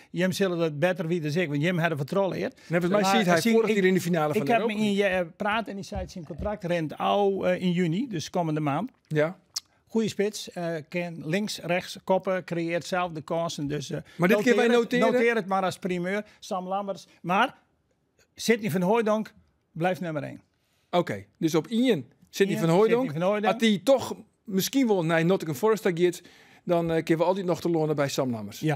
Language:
Western Frisian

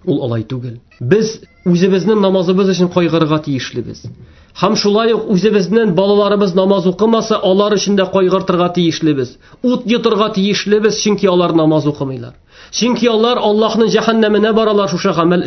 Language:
Tatar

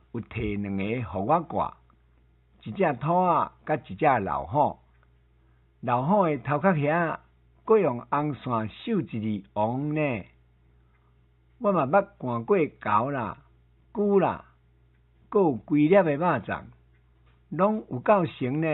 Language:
Min Nan Chinese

